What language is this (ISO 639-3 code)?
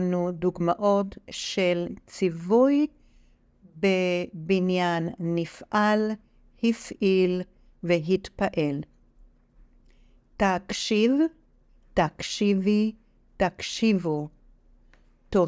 heb